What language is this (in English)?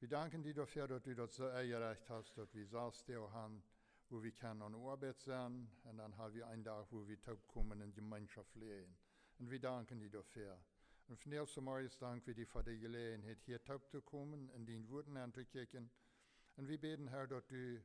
Plautdietsch